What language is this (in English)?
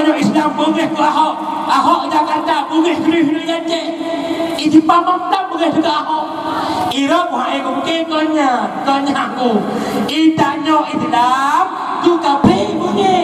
Achinese